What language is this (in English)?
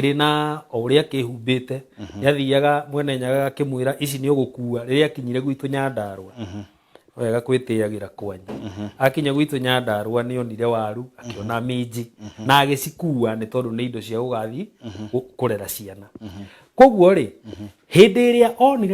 Kikuyu